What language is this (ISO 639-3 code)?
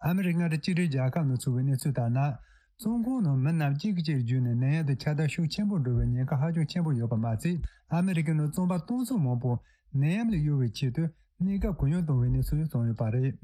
bod